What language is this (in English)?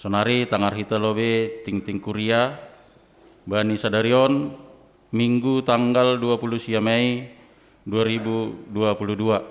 Batak Simalungun